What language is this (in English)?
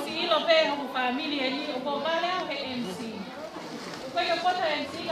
Tongan